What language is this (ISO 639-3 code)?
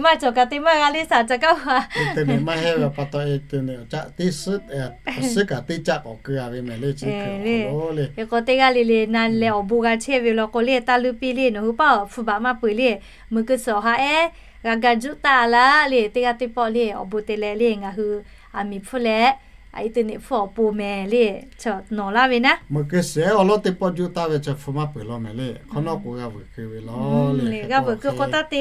lhu